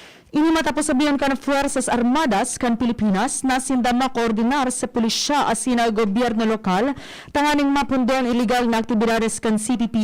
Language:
Bikol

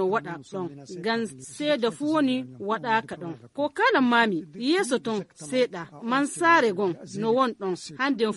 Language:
Fula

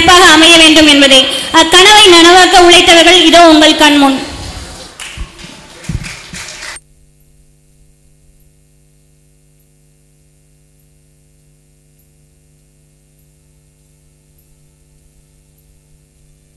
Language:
Tamil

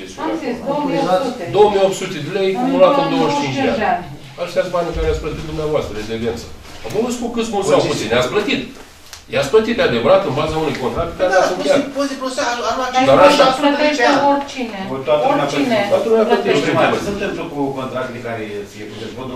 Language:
Romanian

